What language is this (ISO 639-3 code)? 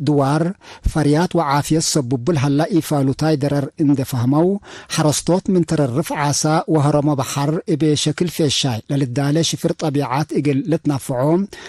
tig